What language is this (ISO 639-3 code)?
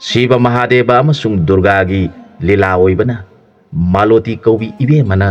mni